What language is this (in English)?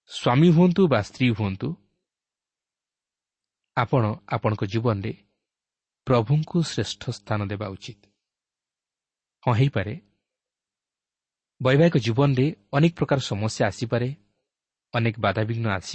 Odia